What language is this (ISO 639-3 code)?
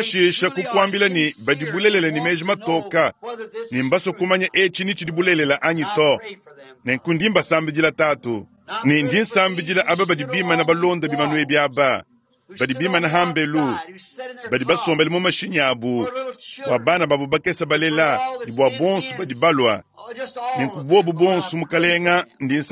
lua